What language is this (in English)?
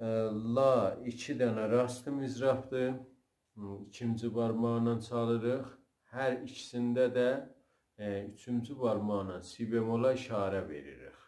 South Azerbaijani